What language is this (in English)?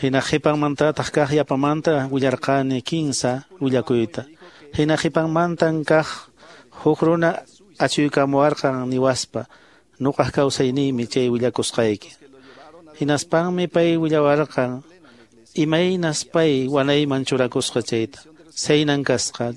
Quechua